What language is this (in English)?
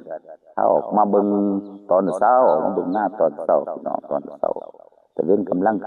Northeastern Thai